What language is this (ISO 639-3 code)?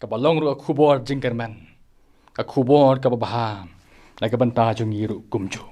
kha